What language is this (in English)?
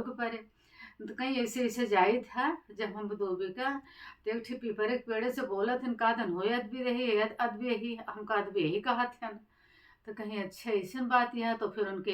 Awadhi